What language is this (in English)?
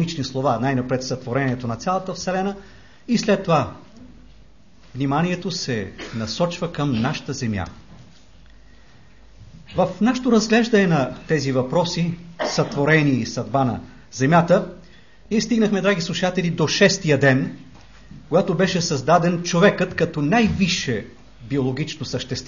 Bulgarian